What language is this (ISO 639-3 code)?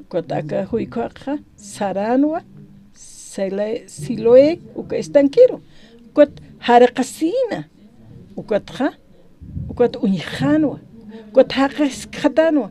aym